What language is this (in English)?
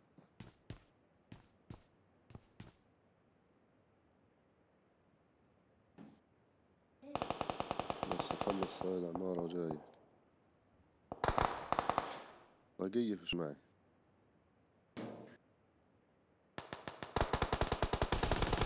South Levantine Arabic